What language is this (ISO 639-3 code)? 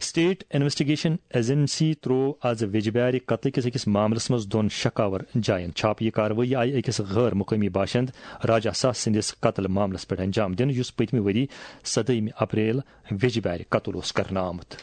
kas